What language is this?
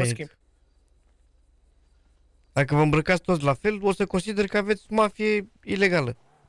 Romanian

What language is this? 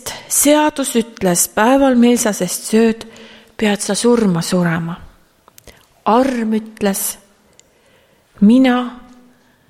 Estonian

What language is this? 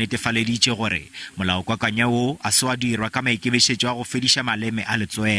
Northern Sotho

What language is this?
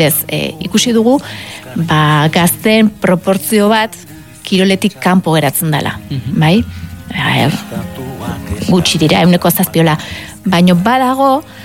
Basque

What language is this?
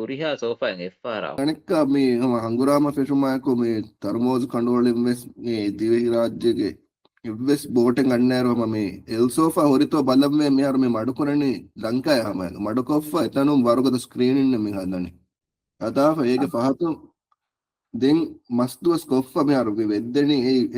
Divehi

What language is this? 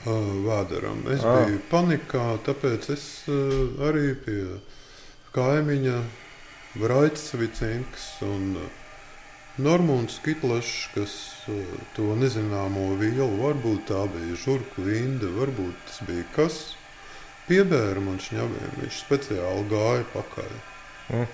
Latvian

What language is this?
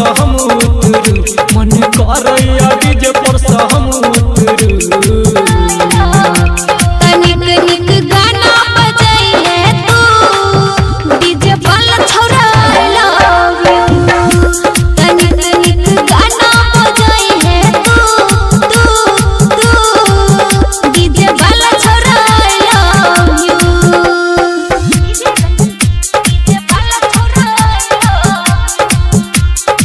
Bhojpuri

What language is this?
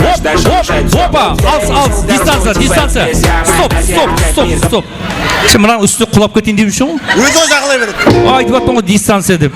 Kara-Kalpak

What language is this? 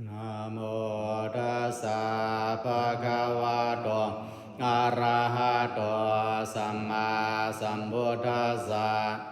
Pali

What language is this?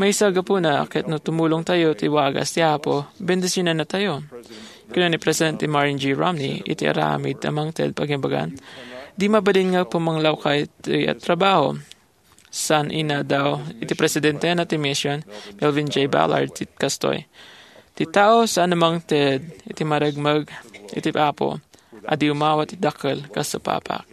Iloko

